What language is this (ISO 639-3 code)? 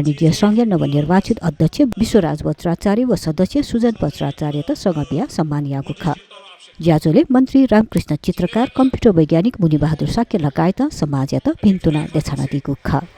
new